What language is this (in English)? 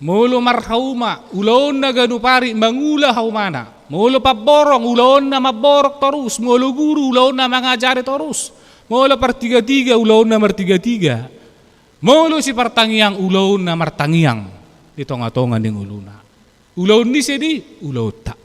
Batak Toba